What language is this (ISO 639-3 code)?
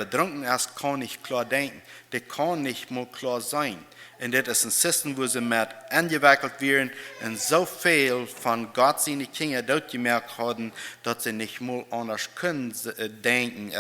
pdt